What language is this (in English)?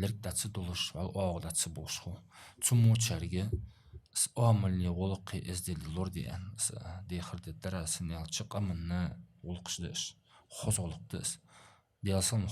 Ingush